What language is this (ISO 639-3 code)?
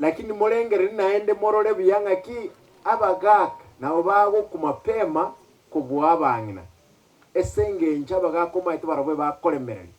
guz